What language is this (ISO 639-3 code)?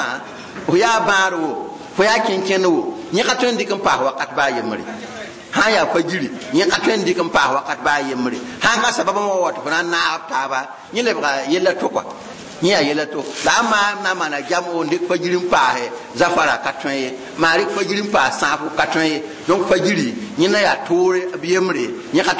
mos